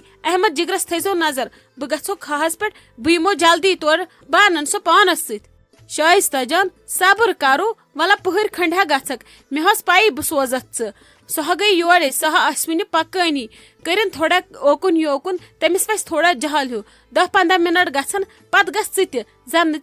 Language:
Kashmiri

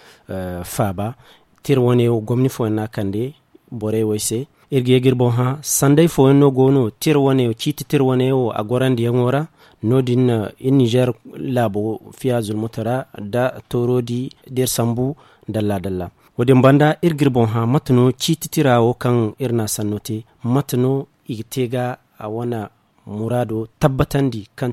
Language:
Zarma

